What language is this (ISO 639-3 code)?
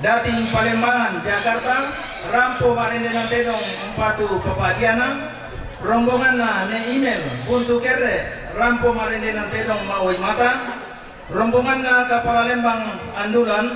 sda